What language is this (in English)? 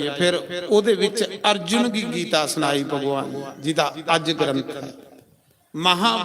Dogri